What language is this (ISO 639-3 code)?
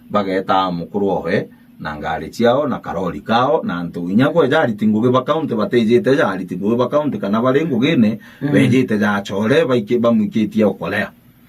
mer